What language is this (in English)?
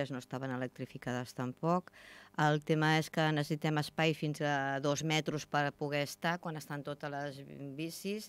Catalan